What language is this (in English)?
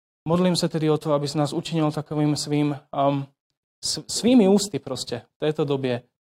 Czech